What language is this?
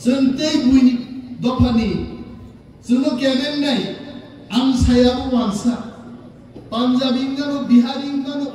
Kok Borok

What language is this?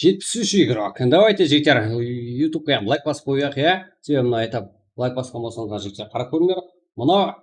Kara-Kalpak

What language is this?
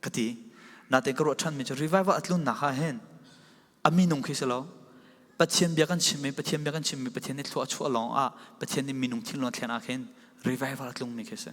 Falam Chin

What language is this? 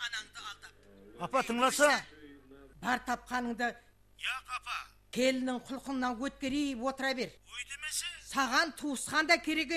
Kara-Kalpak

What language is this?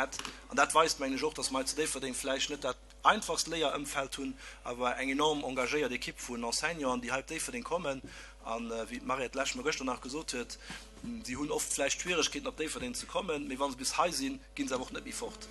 Luxembourgish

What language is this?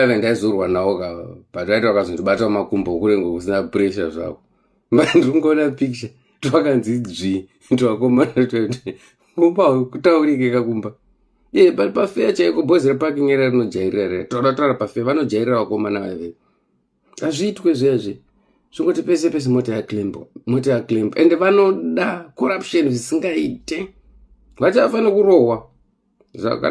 Shona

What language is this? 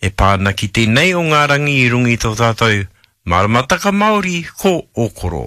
Māori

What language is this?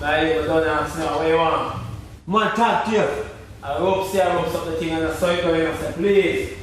Jamaican Creole English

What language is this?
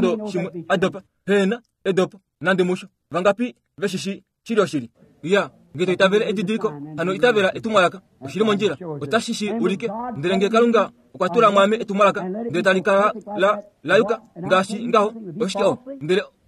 Kuanyama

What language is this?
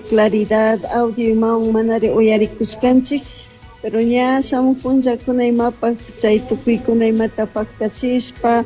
Chimborazo Highland Quichua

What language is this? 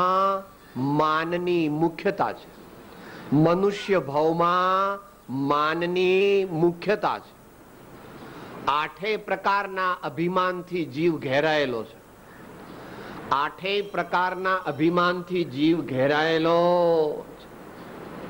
Gujarati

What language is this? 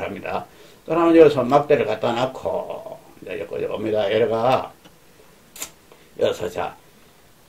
Korean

